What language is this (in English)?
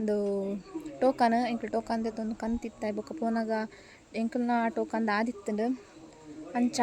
Tulu